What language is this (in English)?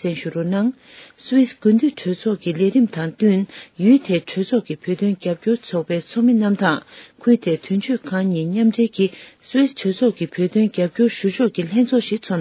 Tibetan